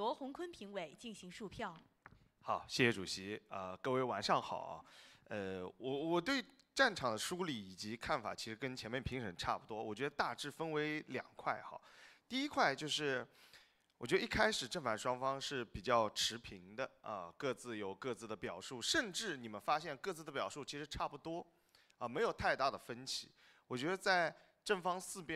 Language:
Chinese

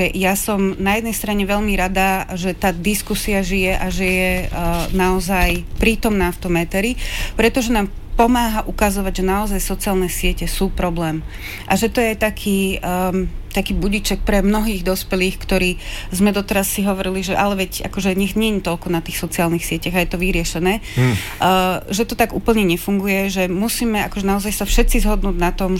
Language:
Slovak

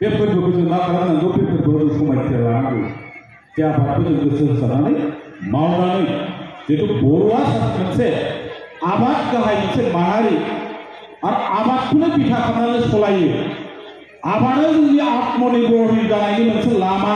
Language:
Bodo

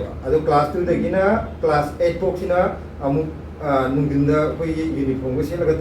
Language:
Manipuri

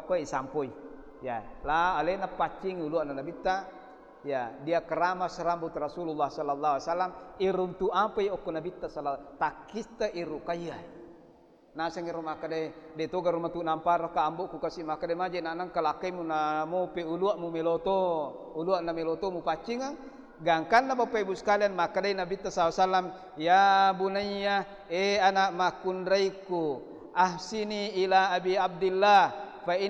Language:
Buginese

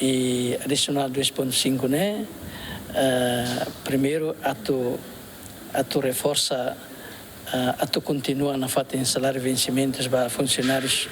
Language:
Tetum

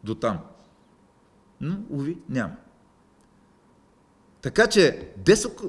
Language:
Bulgarian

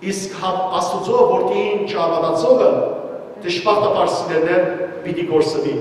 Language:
Western Armenian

